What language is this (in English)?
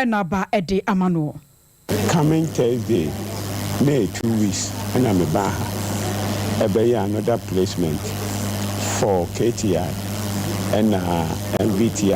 Akan